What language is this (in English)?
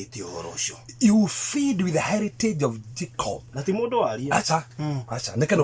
Kikuyu